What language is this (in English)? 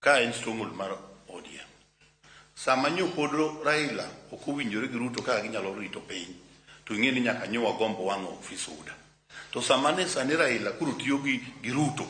Luo (Kenya and Tanzania)